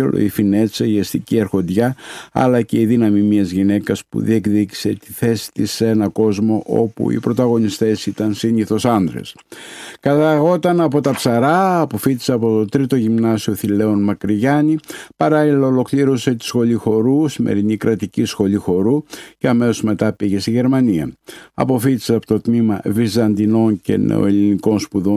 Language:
Greek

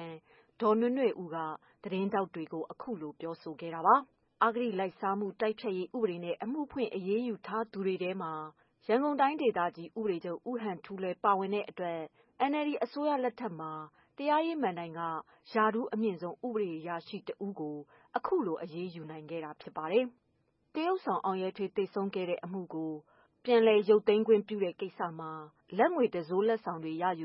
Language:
Burmese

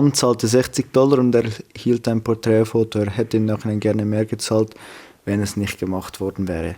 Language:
Swiss German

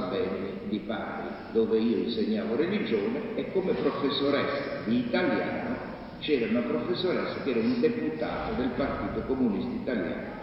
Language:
Italian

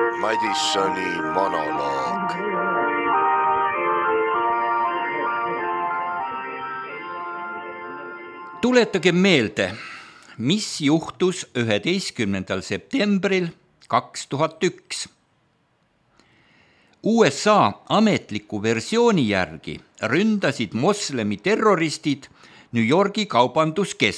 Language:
Estonian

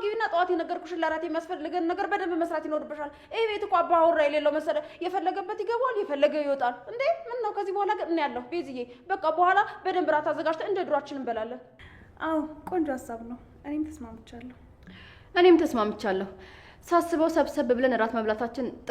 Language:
Amharic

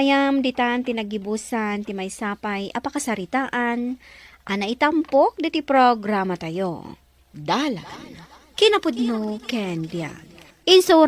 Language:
Iloko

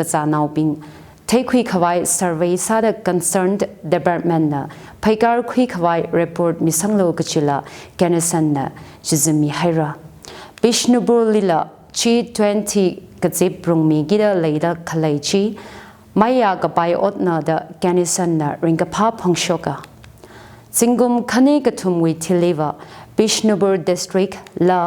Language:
Tangkhul Naga (India)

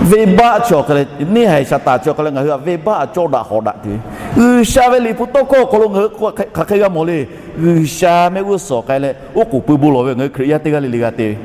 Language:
Lahu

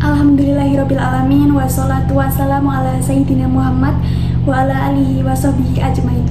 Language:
Javanese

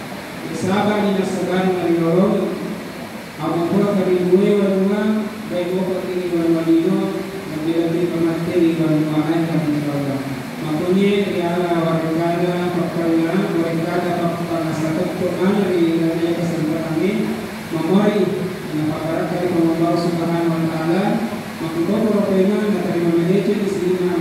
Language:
Buginese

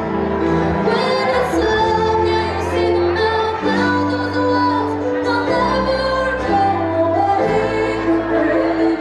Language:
Hakha Chin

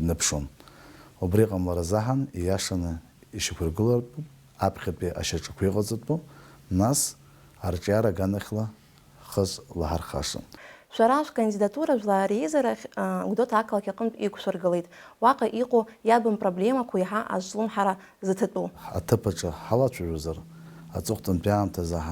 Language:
Abkhazian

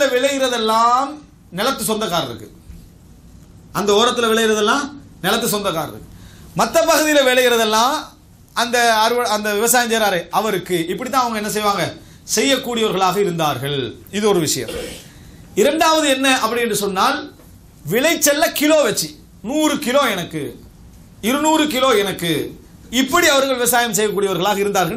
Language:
Tamil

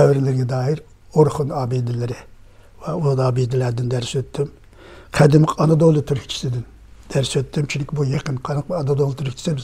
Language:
Uyghur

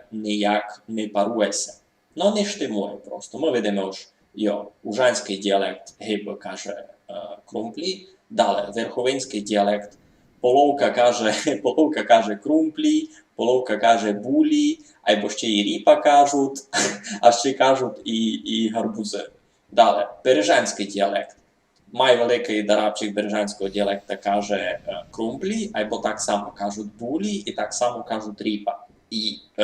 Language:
Rusyn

